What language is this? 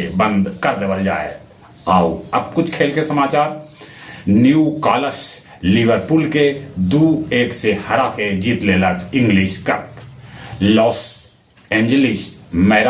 Magahi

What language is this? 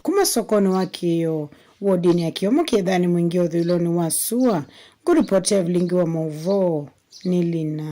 Kamba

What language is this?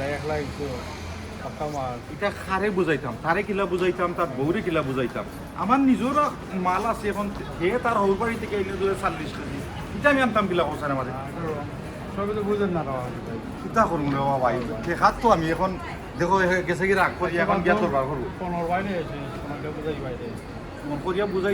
Sylheti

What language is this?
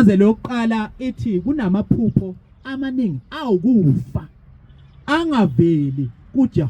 Zulu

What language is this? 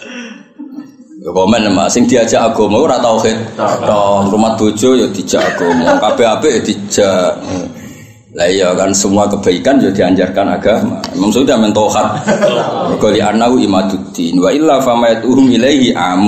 Javanese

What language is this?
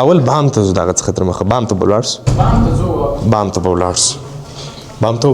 Pashto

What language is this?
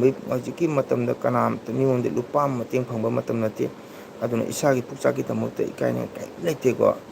Manipuri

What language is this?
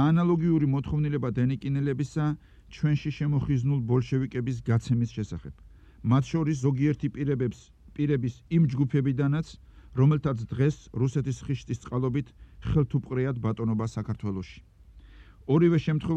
Georgian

